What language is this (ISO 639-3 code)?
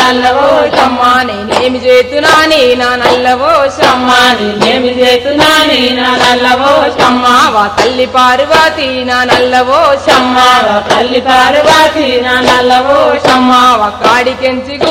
tel